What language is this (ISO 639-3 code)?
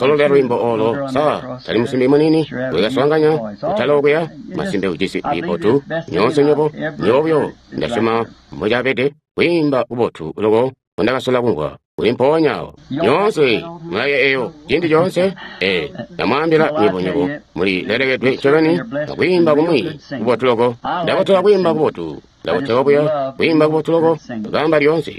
toi